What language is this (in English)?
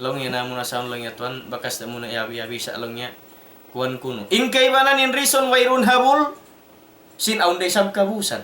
Tausug